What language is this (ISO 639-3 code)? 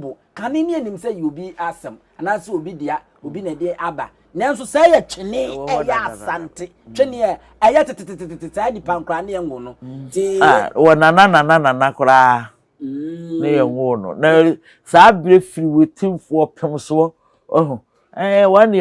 aka